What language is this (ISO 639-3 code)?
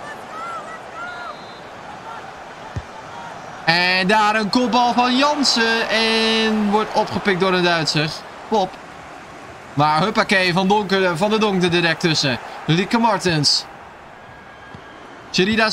nld